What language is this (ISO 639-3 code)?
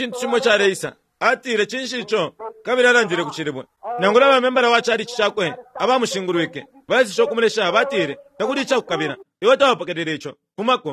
bem